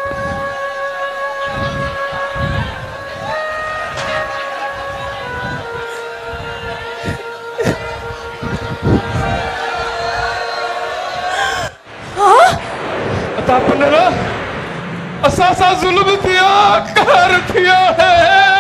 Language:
Sindhi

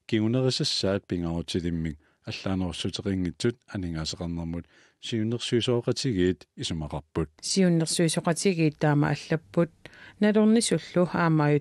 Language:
Kalaallisut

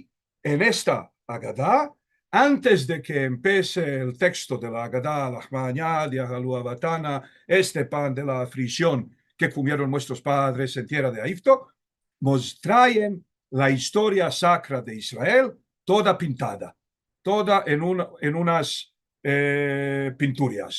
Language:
Ladino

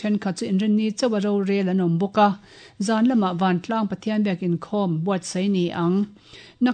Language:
Mizo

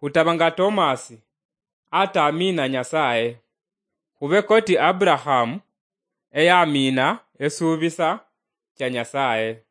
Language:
Luyia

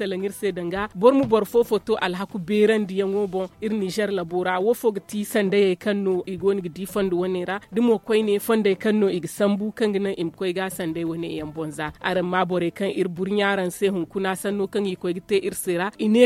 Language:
Zarma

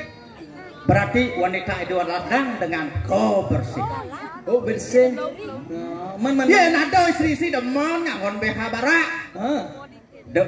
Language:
Balinese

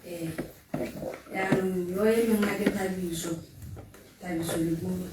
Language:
Tswana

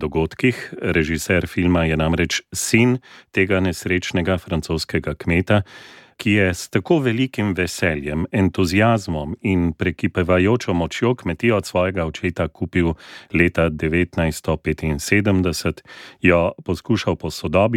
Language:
Slovenian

